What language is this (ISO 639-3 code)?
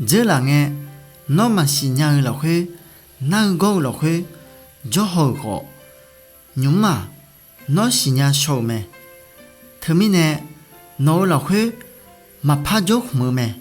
ahk